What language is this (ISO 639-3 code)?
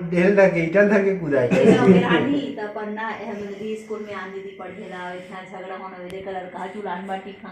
hne